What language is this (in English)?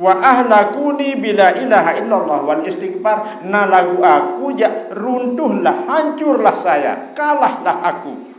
Sasak